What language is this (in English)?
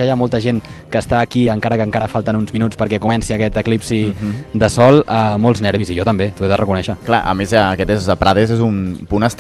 Catalan